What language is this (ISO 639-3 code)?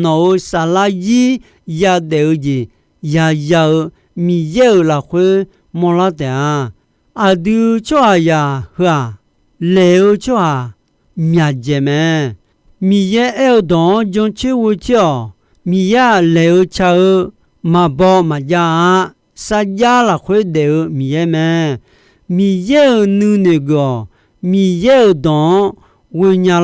ahk